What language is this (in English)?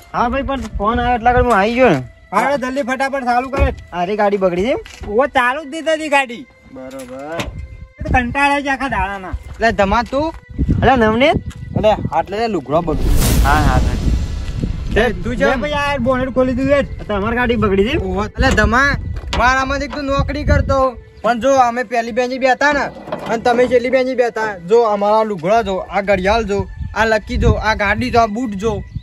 Gujarati